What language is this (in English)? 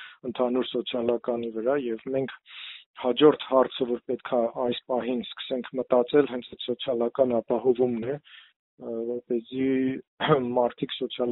Armenian